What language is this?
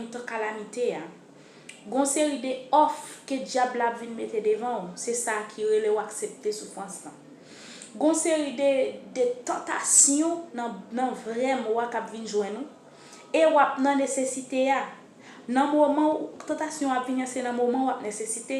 Haitian Creole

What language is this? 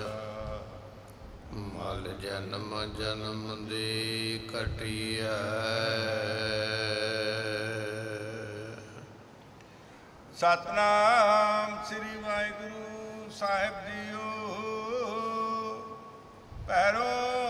Punjabi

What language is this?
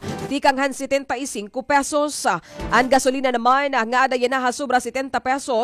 Waray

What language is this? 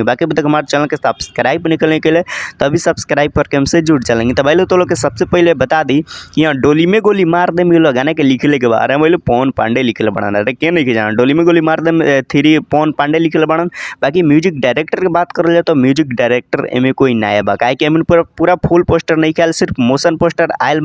Bhojpuri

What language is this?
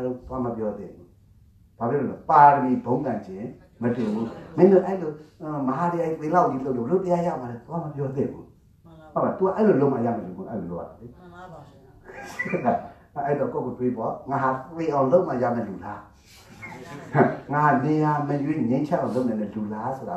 Burmese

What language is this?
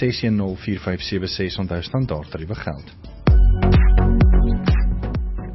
Afrikaans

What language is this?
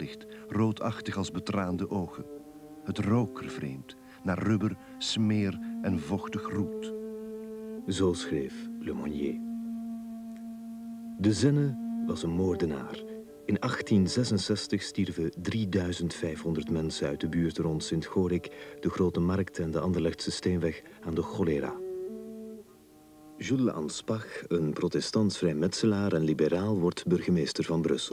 Dutch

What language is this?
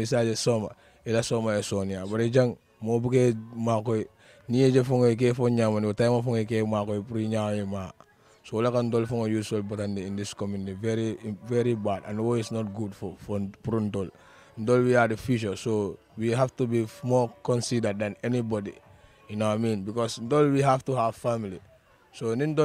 Wolof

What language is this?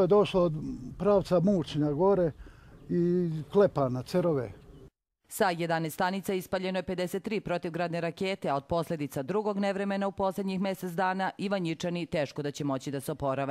Serbian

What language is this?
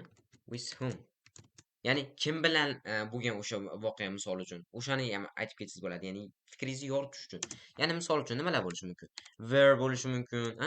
Uzbek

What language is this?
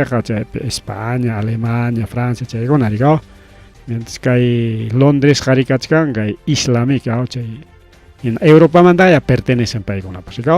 Ayacucho Quechua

